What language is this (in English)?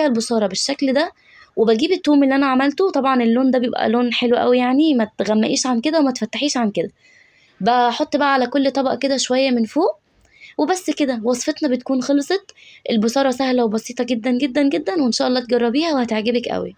Egyptian Arabic